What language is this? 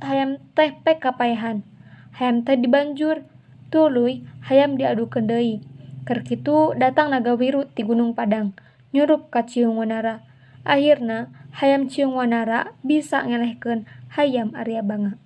Sundanese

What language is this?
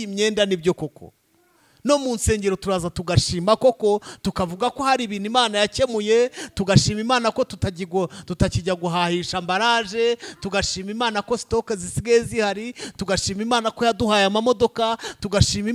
Kinyarwanda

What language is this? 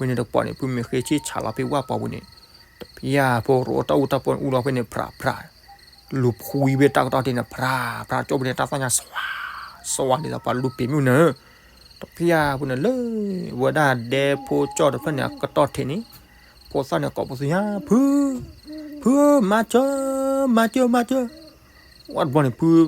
S'gaw Karen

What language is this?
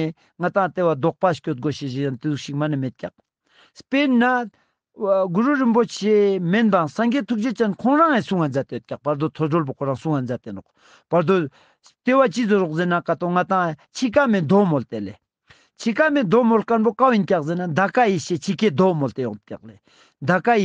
Ladakhi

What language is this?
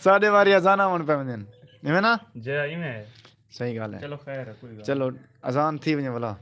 Saraiki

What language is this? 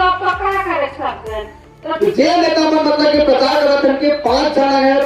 Sadri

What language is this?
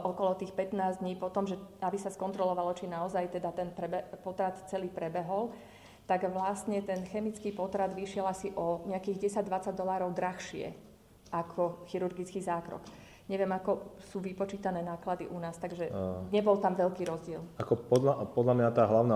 Slovak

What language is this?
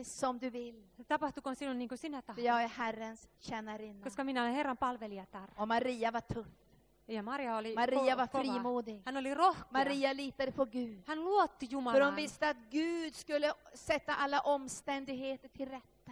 Swedish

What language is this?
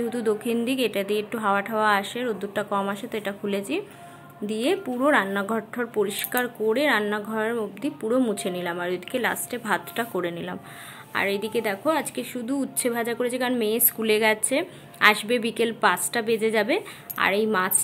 Bangla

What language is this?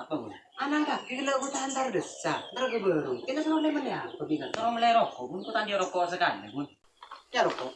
Madurese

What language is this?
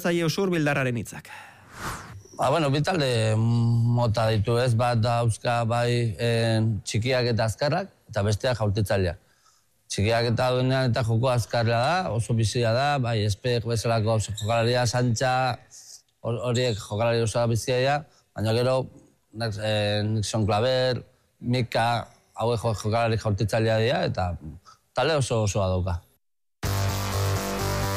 Basque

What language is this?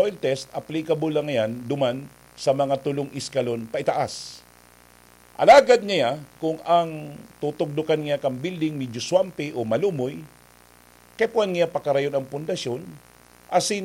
Bikol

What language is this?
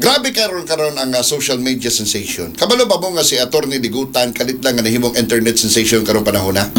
Cebuano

